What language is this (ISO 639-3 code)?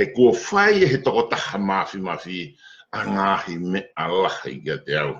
ton